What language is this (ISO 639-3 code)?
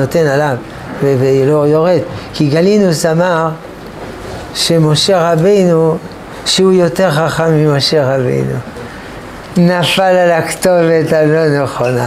heb